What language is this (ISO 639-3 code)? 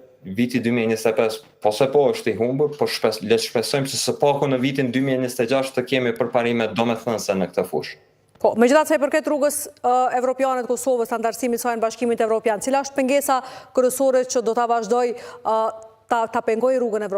sqi